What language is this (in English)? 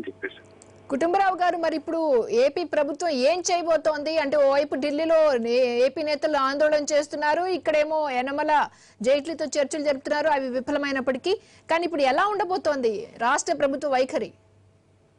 Telugu